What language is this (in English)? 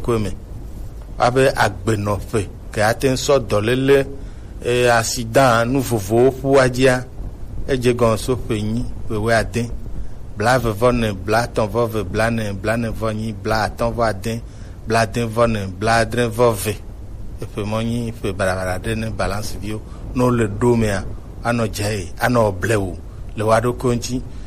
Gen